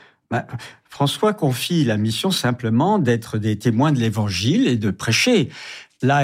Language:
French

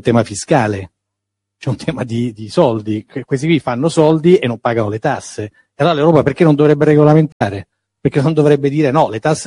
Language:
Italian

